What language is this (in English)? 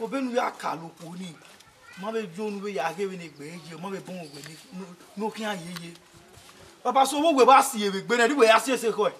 Bini